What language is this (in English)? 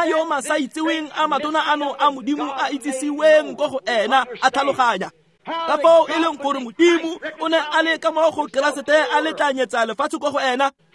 Tswana